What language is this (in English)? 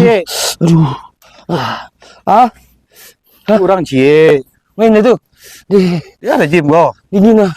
Minangkabau